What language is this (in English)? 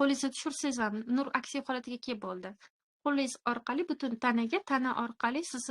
Uzbek